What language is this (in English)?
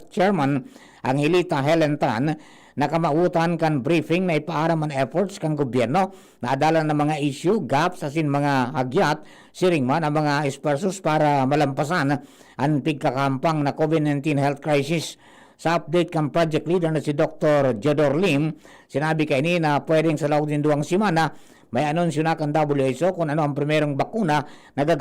Bikol